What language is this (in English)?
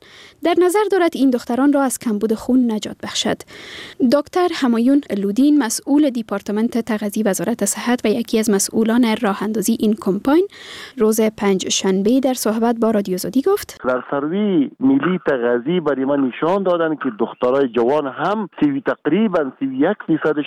Persian